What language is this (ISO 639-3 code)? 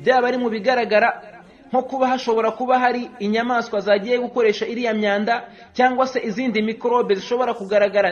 kin